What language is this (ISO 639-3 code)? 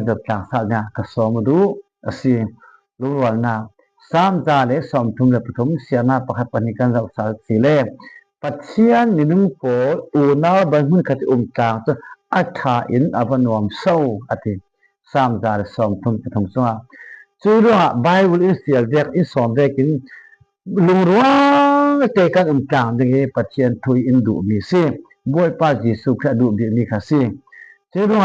cfm